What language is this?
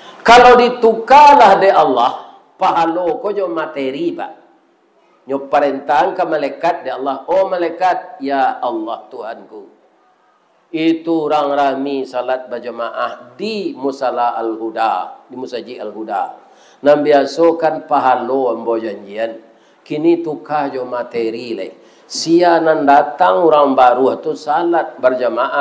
Minangkabau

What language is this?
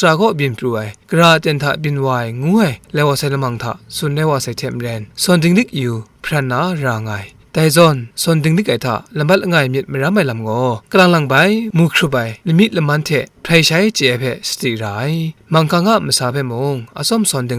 Kachin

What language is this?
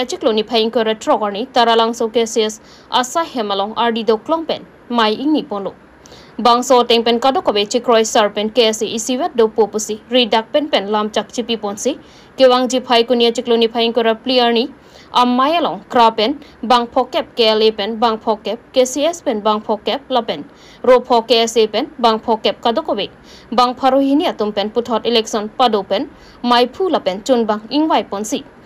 Karbi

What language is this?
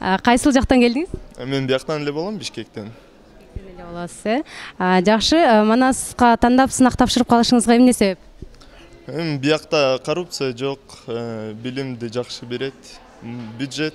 Kyrgyz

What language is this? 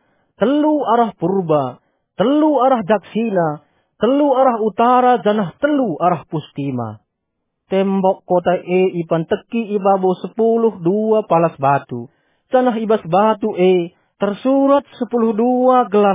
Batak Karo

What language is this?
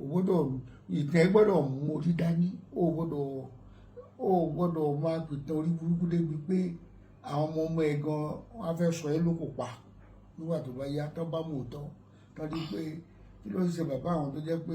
Yoruba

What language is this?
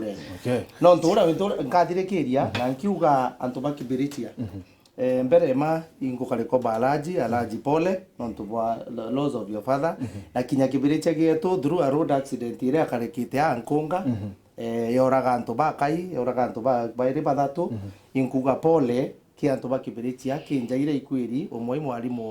Meru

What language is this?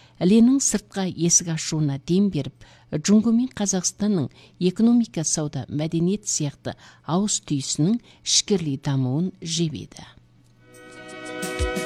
Kazakh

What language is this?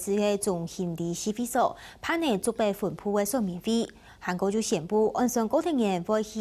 Hakka Chinese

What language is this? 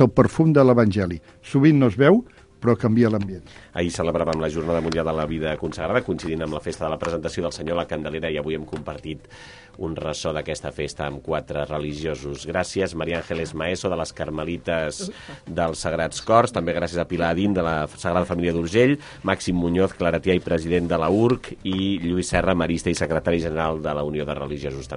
Catalan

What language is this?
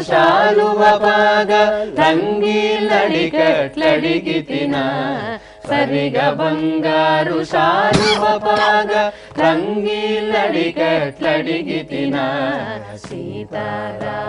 Telugu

